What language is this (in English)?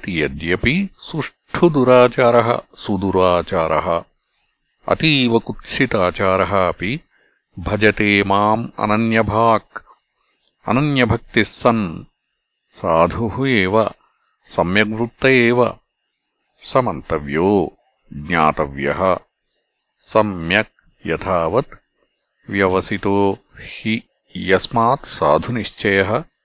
Sanskrit